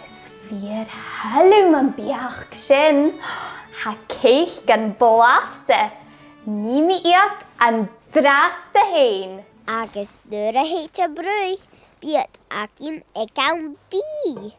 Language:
Scottish Gaelic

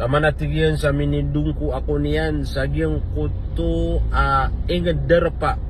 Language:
Maranao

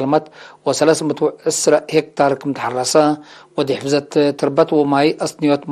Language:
Tigre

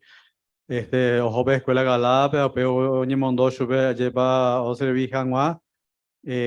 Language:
Guarani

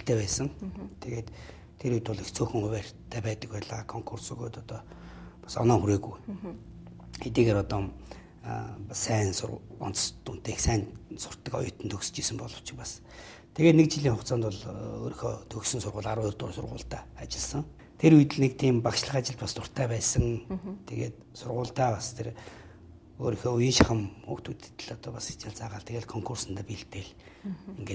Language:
Mongolian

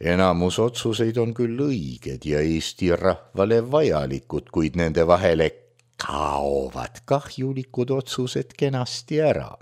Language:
Estonian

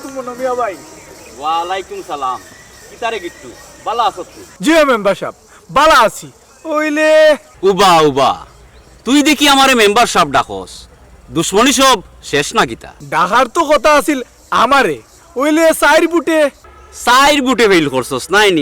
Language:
Sylheti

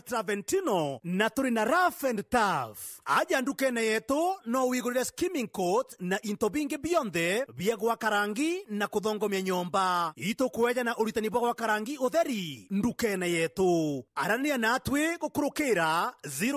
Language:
Meru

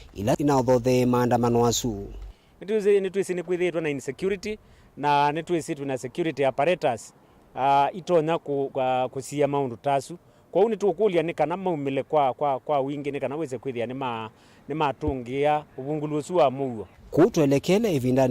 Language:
Kamba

